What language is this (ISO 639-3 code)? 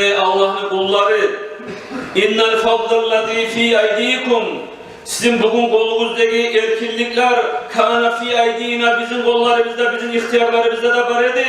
kum